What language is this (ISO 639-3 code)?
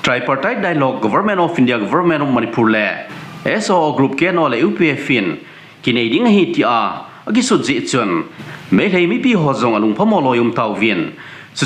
tcz